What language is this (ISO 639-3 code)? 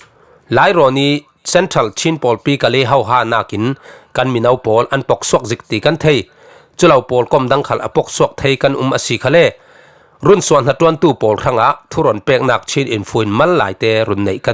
cfm